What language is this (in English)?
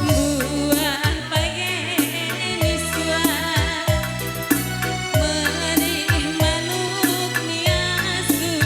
Batak Karo